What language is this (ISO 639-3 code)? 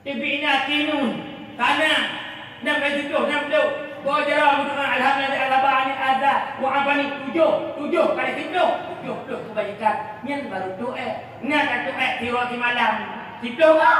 ace